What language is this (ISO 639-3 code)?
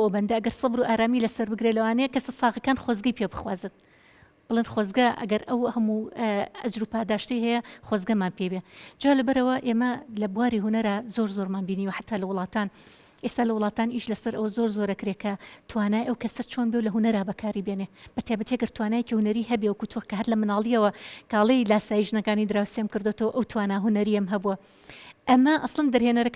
ckb